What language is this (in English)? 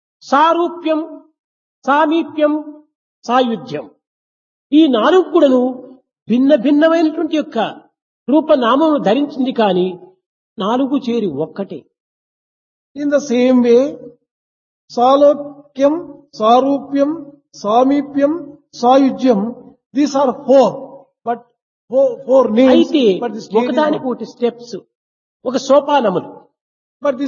Telugu